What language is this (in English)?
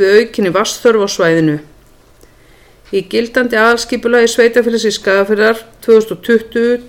Icelandic